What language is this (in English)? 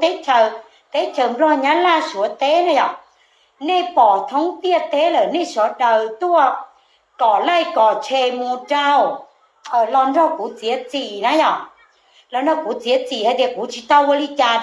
Hmong